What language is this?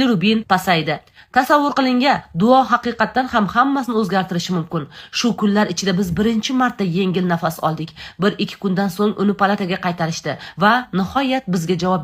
Uzbek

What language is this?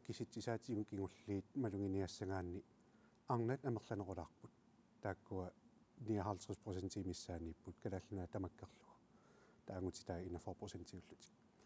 Kalaallisut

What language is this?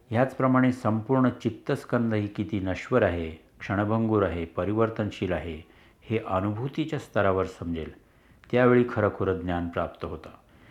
Marathi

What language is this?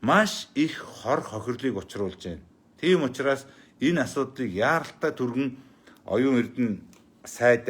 Mongolian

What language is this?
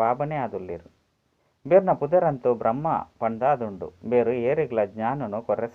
Tulu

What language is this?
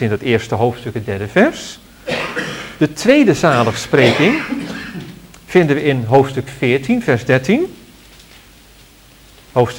Dutch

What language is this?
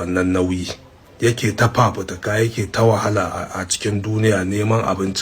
Hausa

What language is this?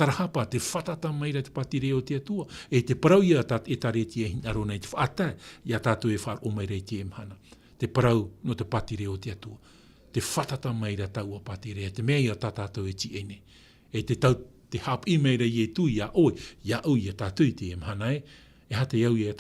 Tahitian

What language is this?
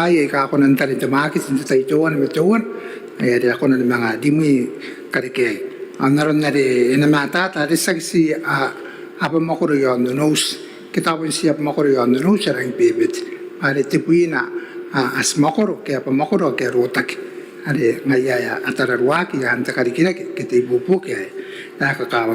Gilbertese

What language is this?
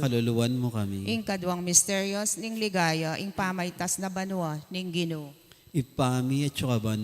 Pampanga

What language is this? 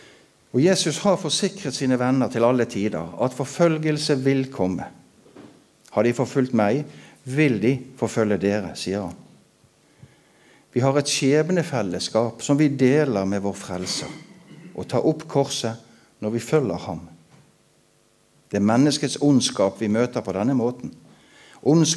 Norwegian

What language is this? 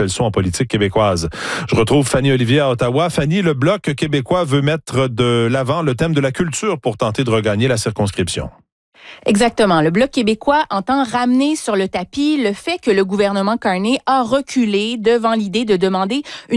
French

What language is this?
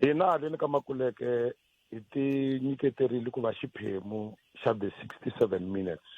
Tsonga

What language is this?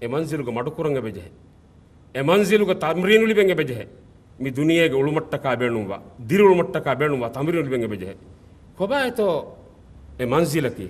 Divehi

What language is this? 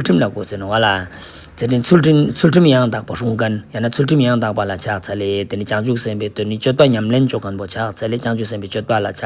Ladakhi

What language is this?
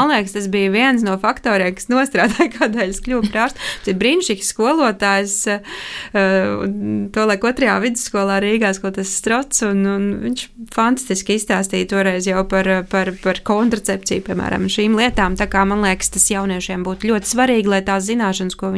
Latvian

